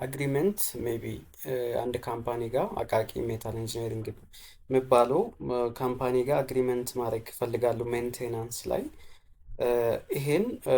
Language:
Amharic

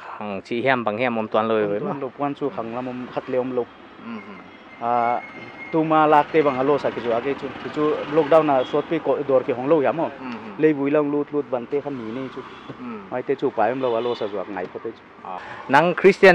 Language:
Paite Chin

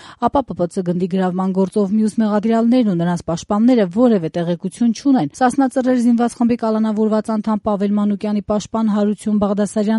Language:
Armenian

